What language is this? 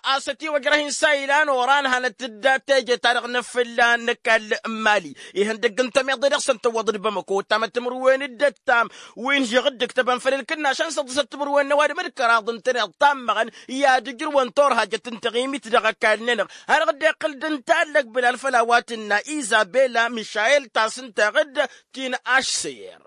Tamasheq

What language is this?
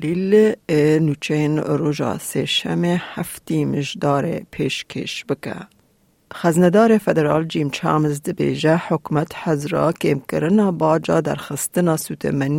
Kurdish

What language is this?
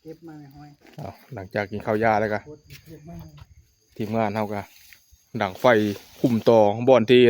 Northeastern Thai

